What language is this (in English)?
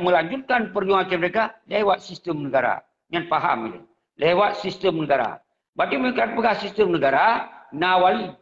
Achinese